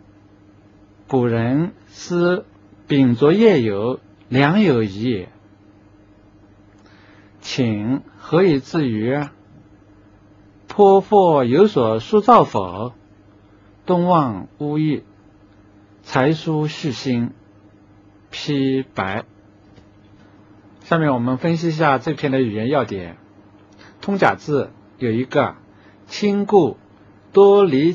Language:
Chinese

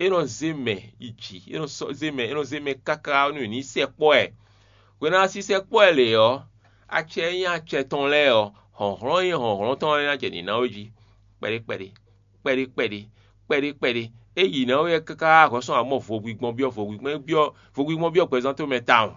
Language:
Fon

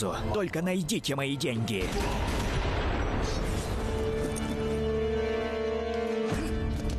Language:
Russian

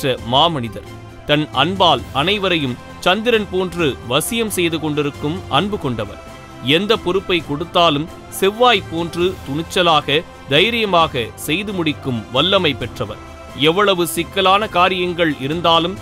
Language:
Tamil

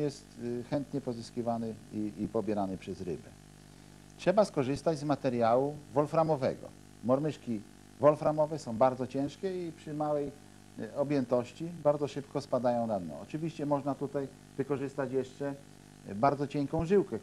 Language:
Polish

